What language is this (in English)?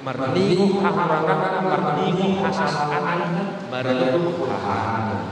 Batak Toba